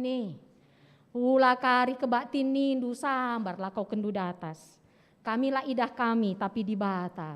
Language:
Batak Karo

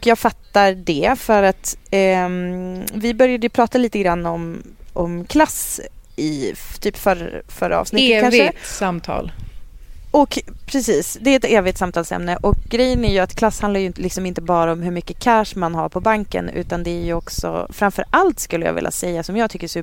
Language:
Swedish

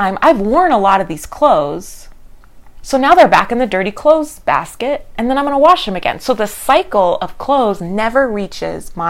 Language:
English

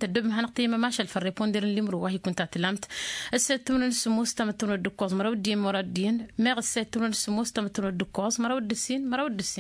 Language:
Tamasheq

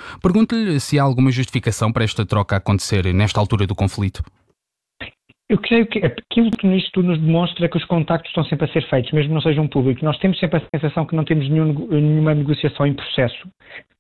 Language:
Portuguese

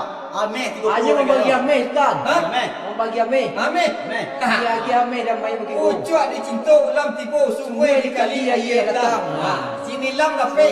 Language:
Minangkabau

